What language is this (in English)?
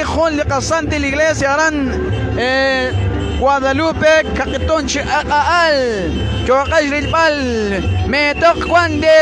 Kekchí